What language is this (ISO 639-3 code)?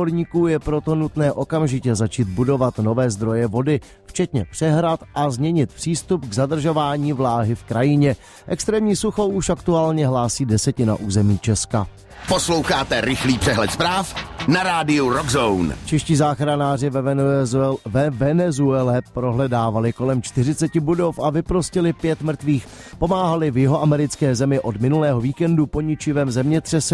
ces